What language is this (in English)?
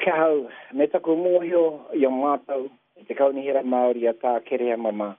Māori